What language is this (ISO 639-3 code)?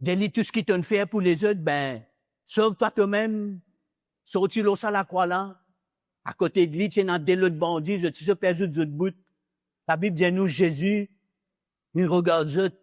mfe